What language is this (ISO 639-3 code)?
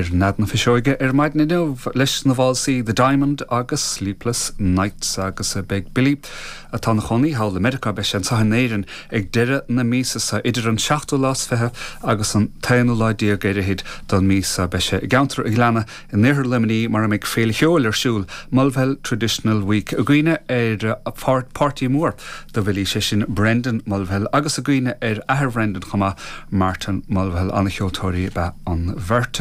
gle